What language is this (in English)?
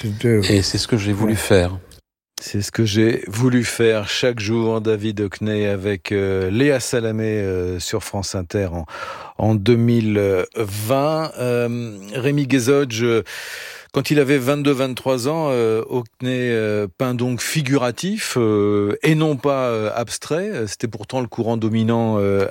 French